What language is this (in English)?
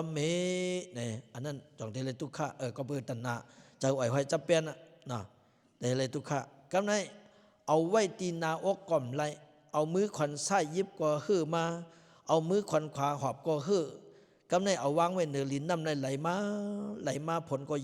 Lao